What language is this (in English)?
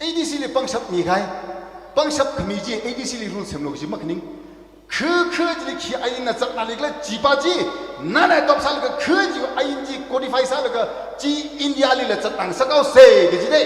Tangkhul Naga (India)